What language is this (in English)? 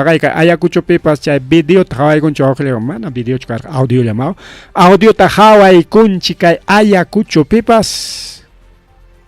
Ayacucho Quechua